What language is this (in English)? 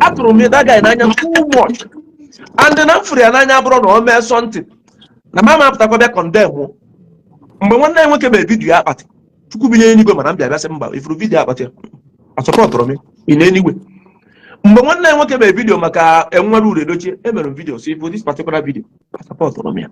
Igbo